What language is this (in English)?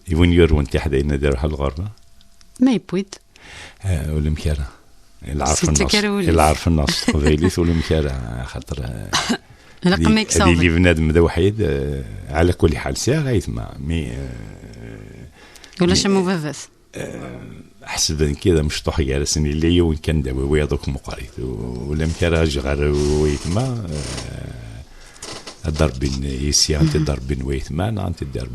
Kabyle